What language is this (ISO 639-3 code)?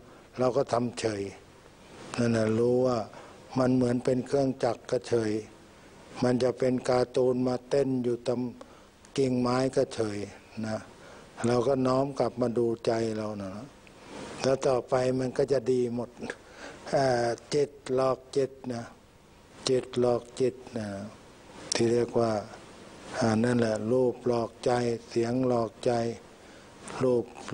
tha